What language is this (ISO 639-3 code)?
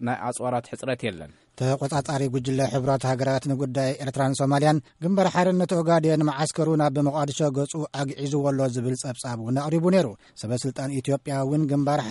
tir